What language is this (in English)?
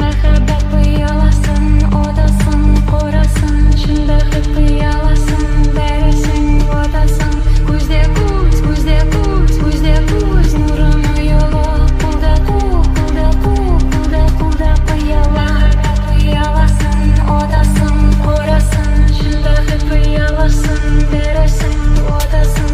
Kara-Kalpak